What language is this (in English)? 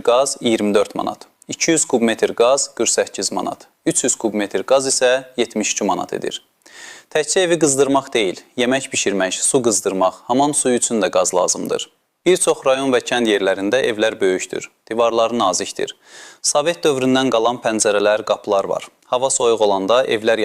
Azerbaijani